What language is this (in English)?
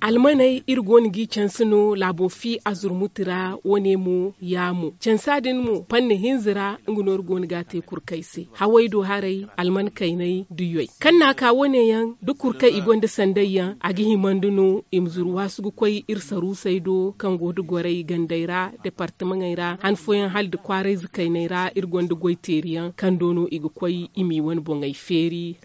Zarma